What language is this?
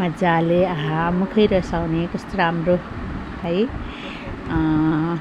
Nepali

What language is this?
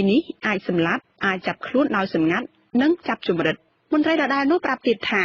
Khmer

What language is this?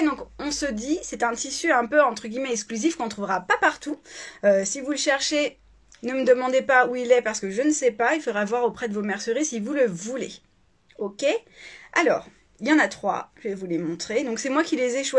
French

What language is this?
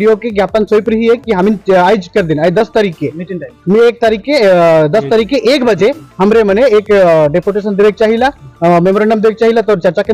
Sadri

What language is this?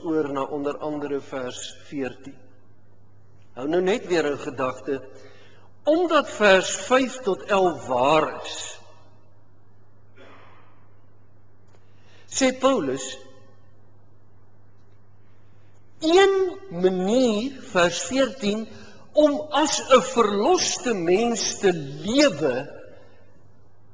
Afrikaans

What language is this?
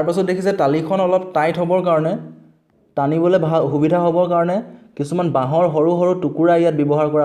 Assamese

